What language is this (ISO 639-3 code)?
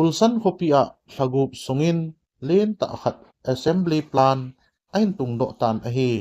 tcz